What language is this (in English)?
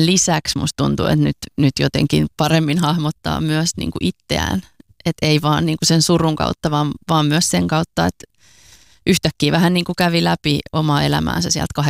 Finnish